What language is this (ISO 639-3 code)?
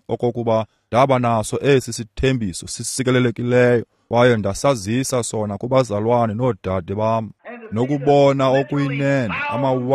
xho